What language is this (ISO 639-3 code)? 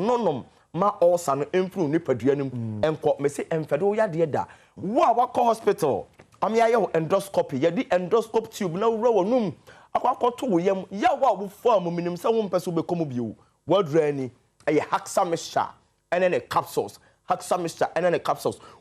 aka